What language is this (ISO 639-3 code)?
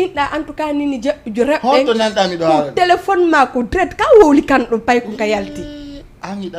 ful